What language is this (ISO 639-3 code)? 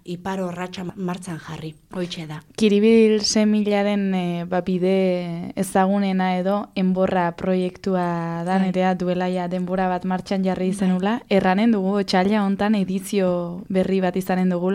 eus